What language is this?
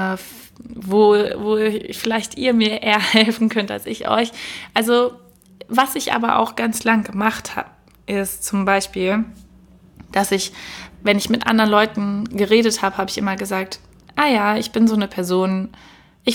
German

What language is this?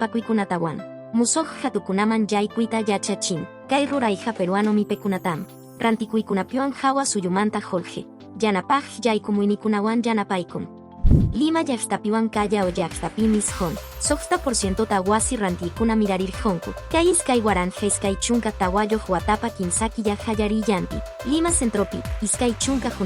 Quechua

